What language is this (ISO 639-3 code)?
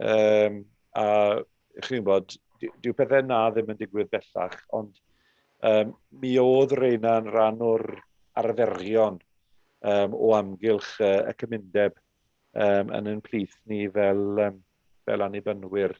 cym